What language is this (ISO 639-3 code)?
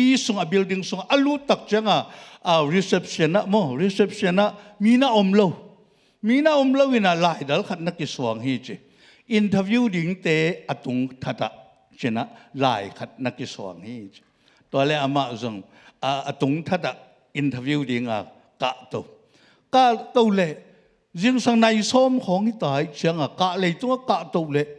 ctd